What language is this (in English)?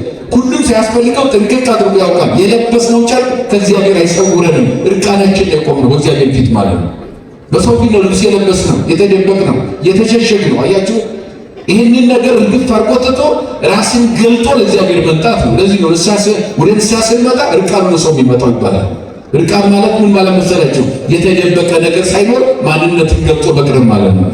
Amharic